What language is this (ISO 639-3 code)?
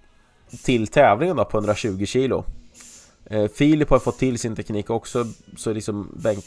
swe